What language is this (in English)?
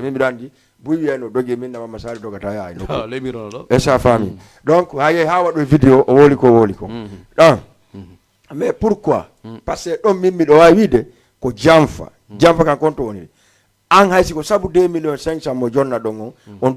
Fula